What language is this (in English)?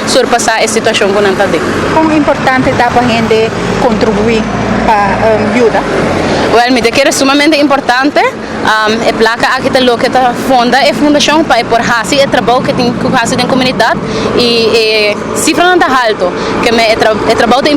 Papiamento